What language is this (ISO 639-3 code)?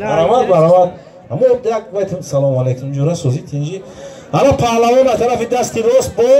tgk